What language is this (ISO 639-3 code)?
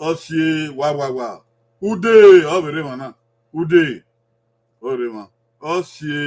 bin